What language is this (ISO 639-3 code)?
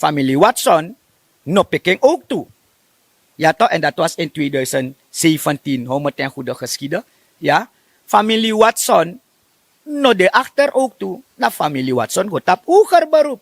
srn